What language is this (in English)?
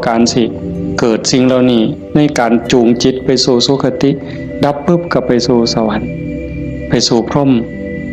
Northeastern Thai